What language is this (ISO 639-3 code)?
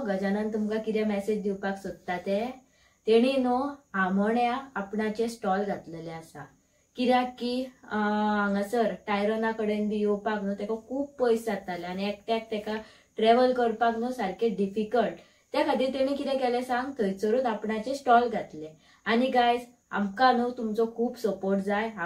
kok